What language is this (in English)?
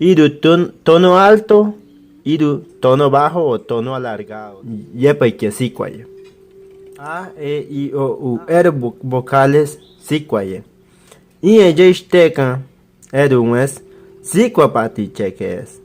Bribri